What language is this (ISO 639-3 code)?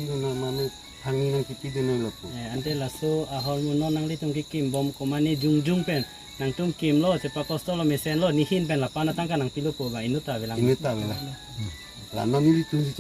mjw